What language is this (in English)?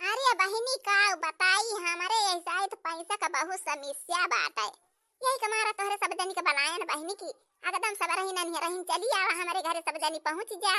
Awadhi